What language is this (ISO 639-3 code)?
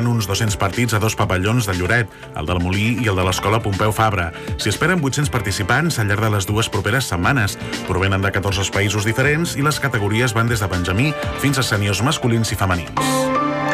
cat